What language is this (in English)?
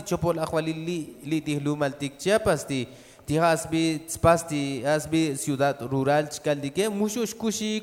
Tzotzil